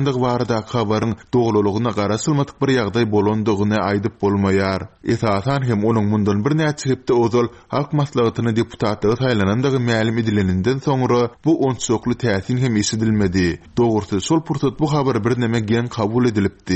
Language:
Turkmen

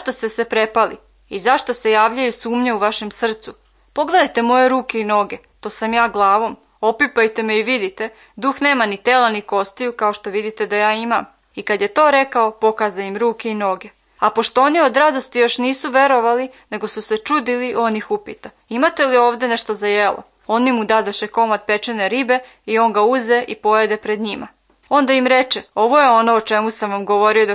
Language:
Serbian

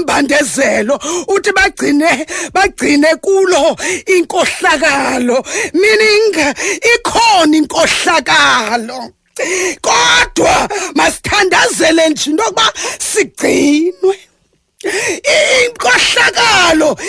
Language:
Xhosa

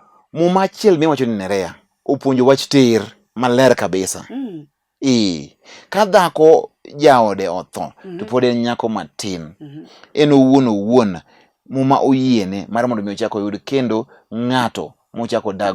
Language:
Luo (Kenya and Tanzania)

